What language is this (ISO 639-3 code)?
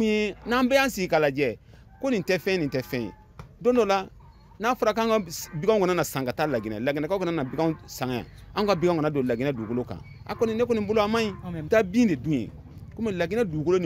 bam